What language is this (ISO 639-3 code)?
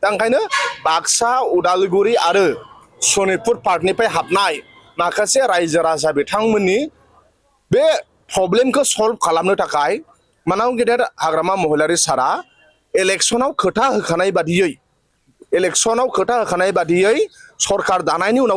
brx